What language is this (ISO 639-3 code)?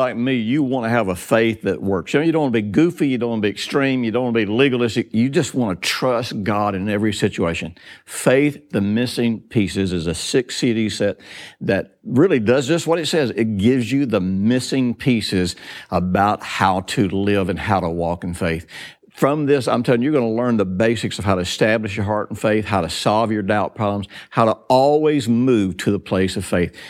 eng